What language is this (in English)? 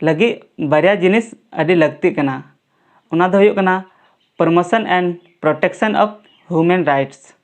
Santali